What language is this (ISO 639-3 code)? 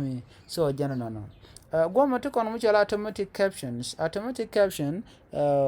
nus